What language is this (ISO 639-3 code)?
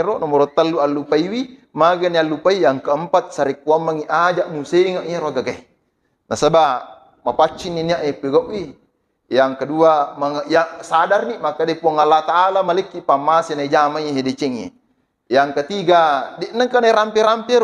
bug